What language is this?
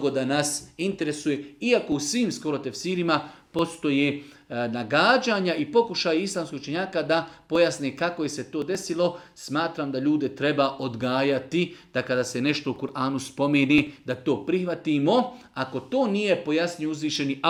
Serbian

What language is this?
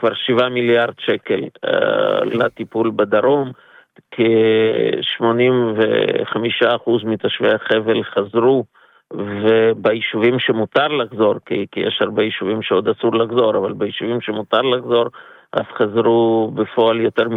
Hebrew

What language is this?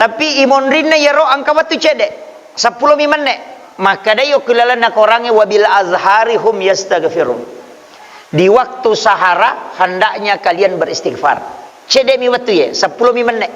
Buginese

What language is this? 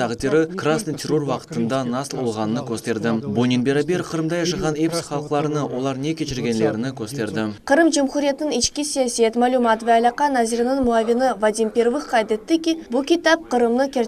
Crimean Tatar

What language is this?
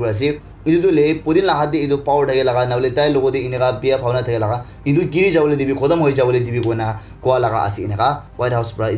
Naga Pidgin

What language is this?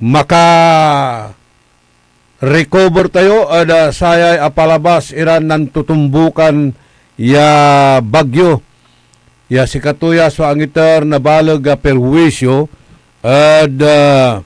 Pangasinan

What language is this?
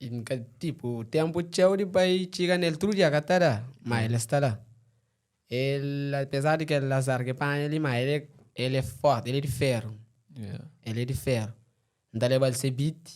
Kabuverdianu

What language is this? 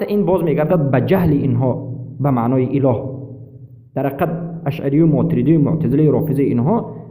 Persian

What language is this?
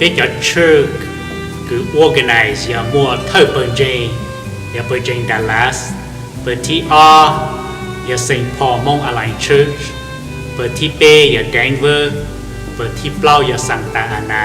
Hmong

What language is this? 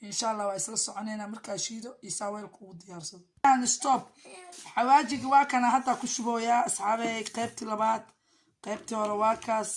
Somali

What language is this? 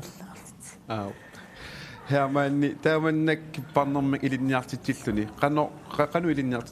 Kalaallisut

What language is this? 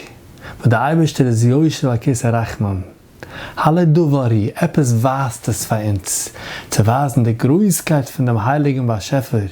Yiddish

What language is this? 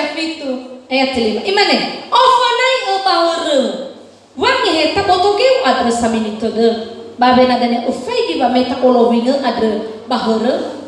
Nias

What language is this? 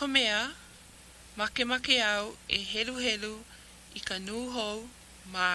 Hawaiian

